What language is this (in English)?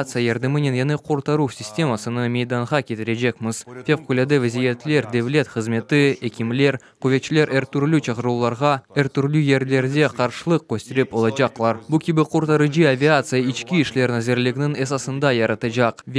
Crimean Tatar